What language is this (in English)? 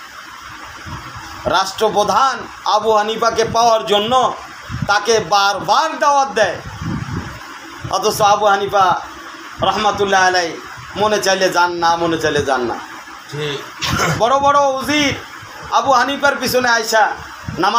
Bangla